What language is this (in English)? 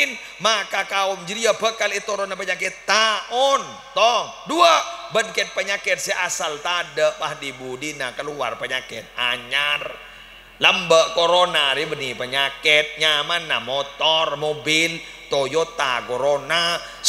Madurese